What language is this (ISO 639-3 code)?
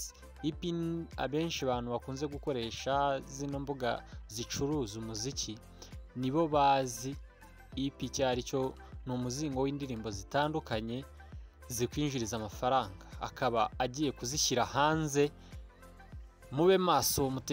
kin